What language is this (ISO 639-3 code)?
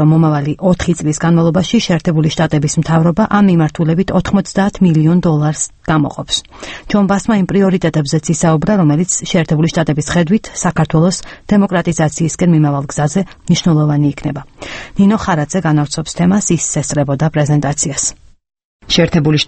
kat